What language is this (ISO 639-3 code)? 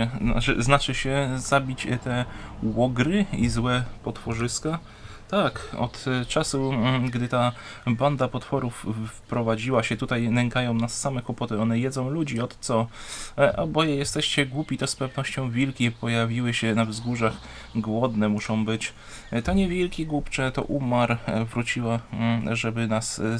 pol